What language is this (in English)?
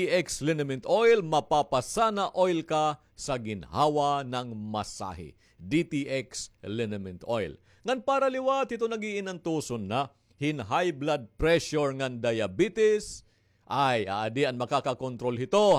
Waray